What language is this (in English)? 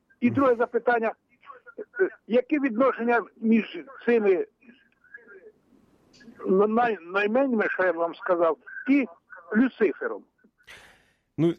Ukrainian